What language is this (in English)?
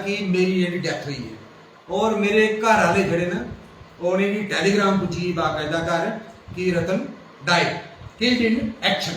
Dogri